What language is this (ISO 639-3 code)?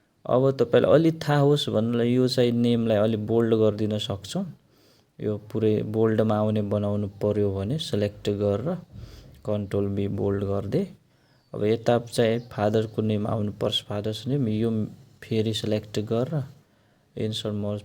nep